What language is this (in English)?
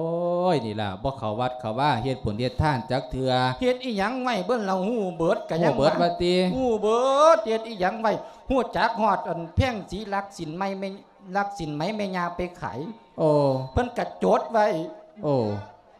Lao